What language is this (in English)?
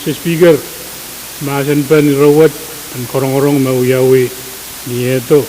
Pohnpeian